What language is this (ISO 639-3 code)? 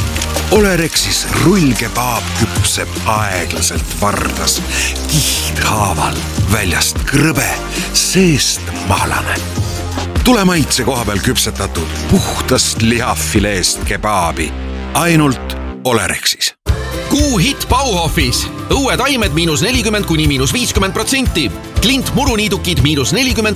est